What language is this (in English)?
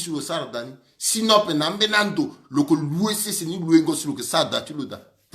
Sango